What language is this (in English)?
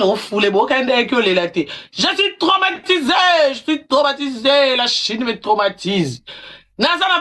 Lingala